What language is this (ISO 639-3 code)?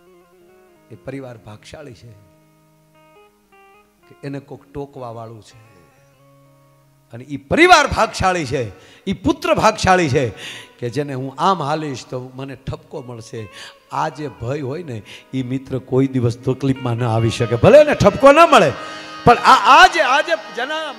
guj